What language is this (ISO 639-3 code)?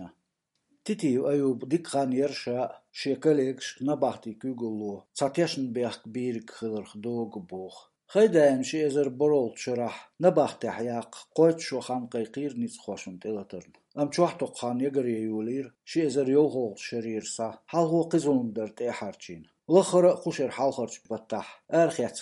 che